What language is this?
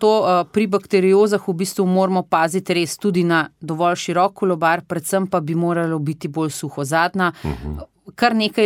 Slovenian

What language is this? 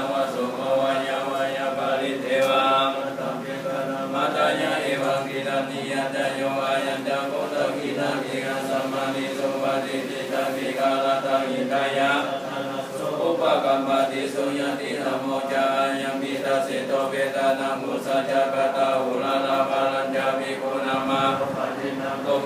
Pali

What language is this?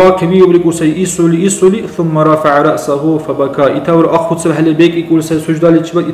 Dargwa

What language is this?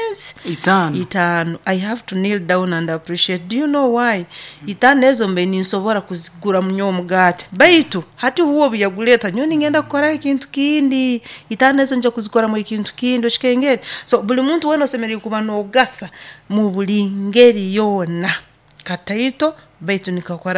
Nyoro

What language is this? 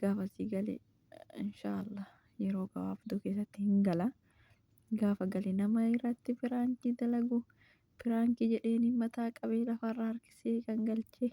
Oromo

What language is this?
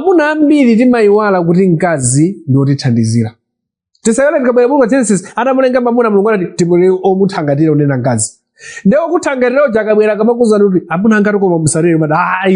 Nyanja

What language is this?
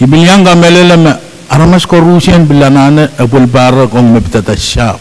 Pohnpeian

